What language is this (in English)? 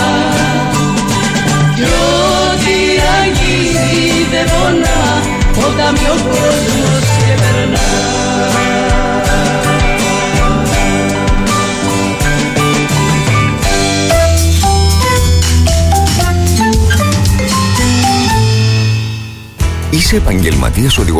Greek